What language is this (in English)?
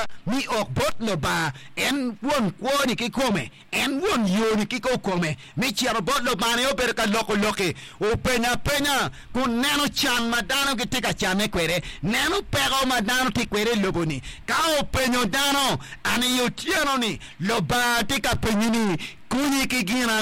Acoli